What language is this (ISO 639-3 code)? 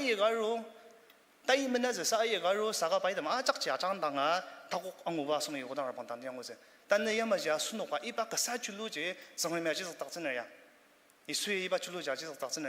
njo